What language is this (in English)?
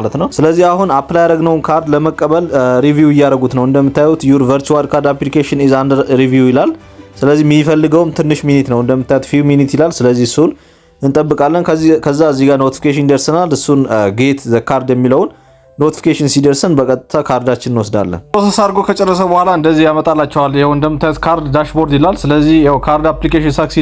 Amharic